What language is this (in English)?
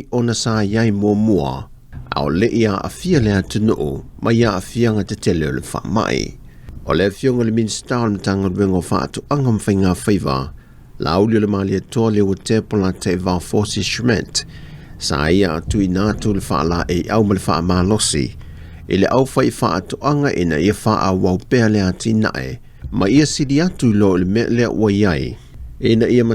Samoan